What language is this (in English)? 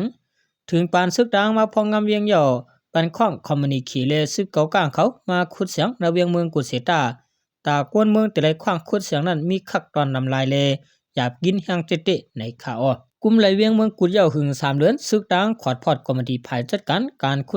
Shan